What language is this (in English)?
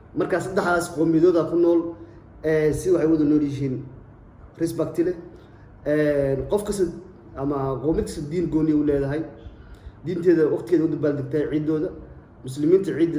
Somali